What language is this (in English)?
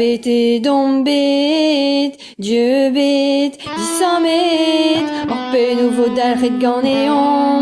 Breton